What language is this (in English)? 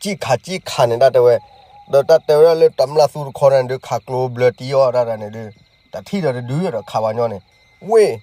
S'gaw Karen